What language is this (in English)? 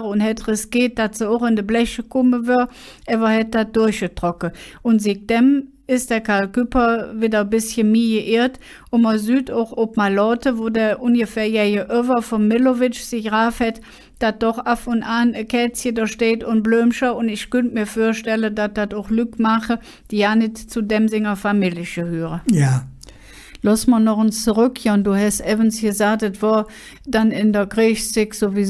Colognian